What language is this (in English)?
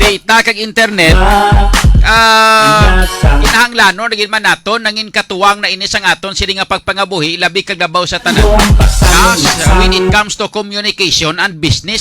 Hiligaynon